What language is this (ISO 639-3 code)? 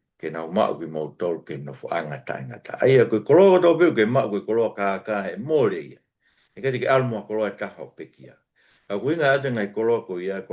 ton